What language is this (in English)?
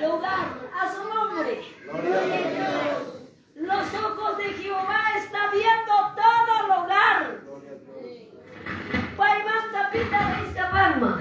Quechua